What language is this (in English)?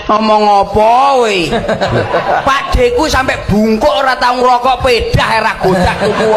Javanese